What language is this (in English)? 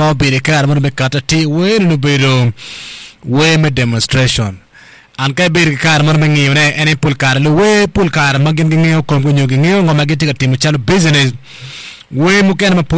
Acoli